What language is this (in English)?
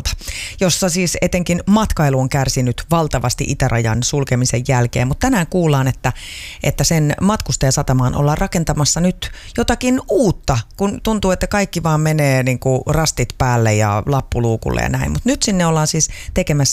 Finnish